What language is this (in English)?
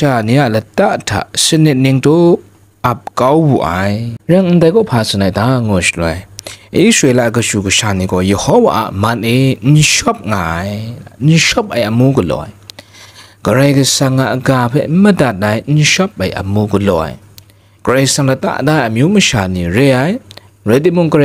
Kachin